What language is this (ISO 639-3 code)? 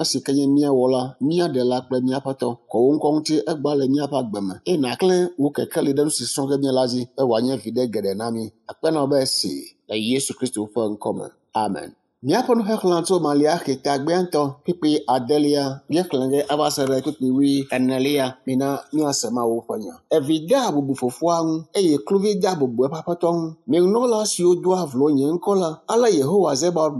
ewe